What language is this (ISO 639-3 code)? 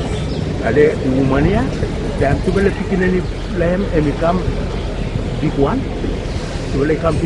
bis